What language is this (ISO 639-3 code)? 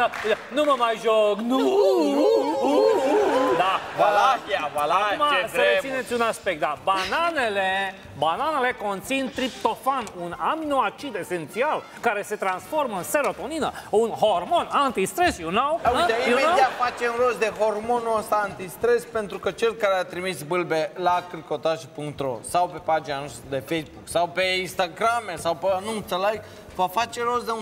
ron